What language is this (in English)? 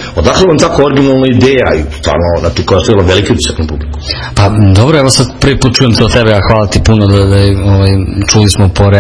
Serbian